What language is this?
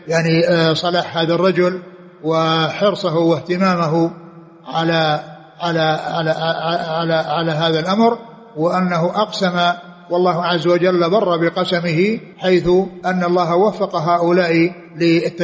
Arabic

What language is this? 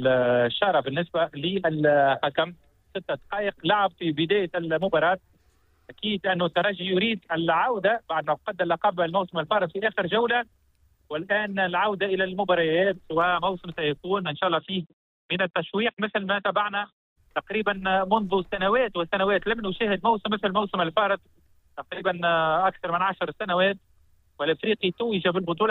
Tunisian Arabic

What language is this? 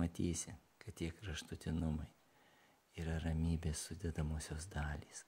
Lithuanian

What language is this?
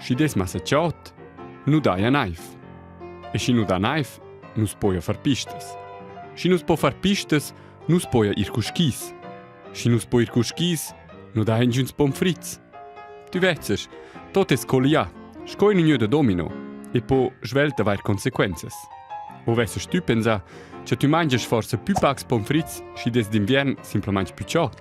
Romansh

